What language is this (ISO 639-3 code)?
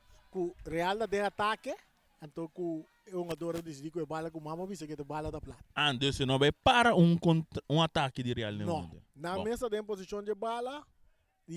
pap